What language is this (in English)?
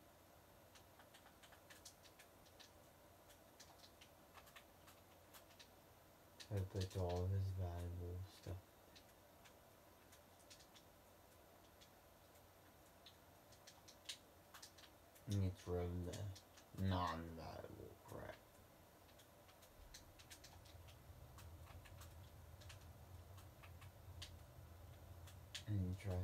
English